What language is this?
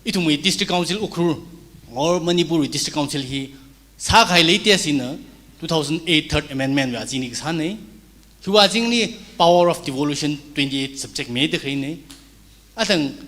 Tangkhul Naga (India)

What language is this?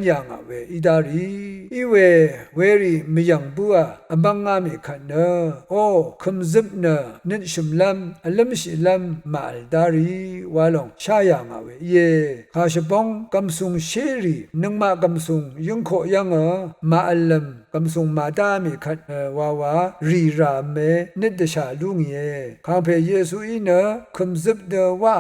Rawang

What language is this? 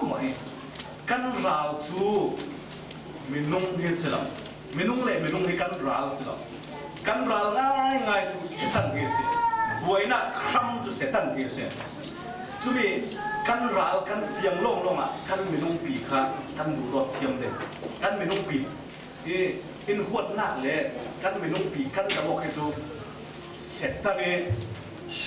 Falam Chin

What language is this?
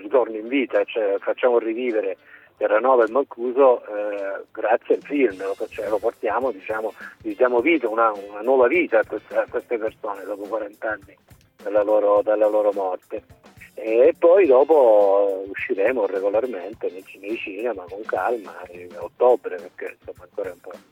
Italian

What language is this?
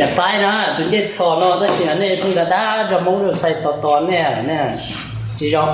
Hmong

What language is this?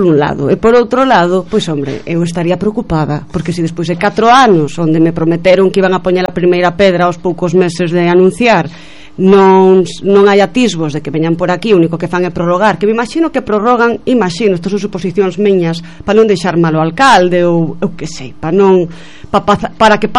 Galician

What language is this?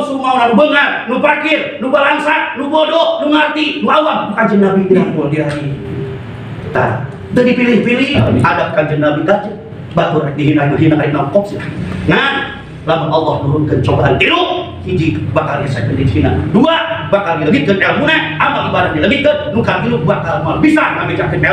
Sundanese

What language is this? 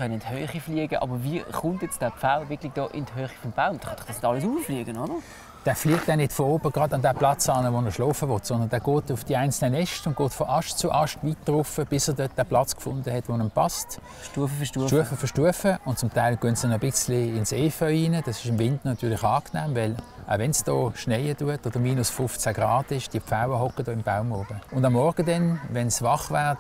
Swiss German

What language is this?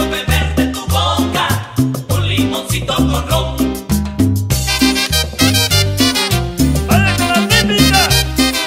Spanish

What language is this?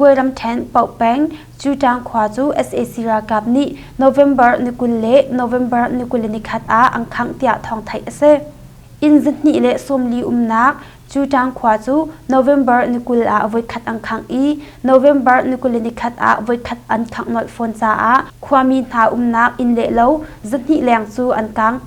Hakha Chin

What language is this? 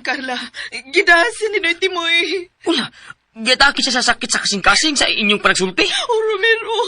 Cebuano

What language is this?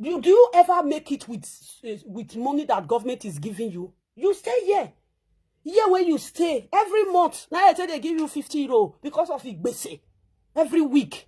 Nigerian Pidgin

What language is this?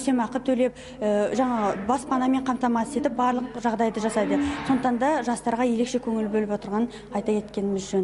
Kazakh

